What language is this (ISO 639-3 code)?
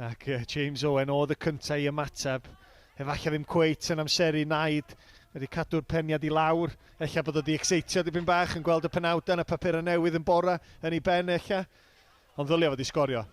cym